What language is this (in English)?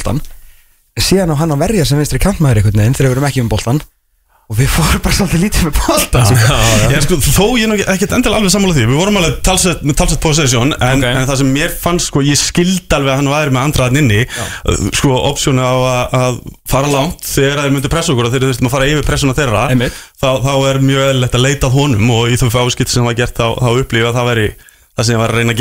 Icelandic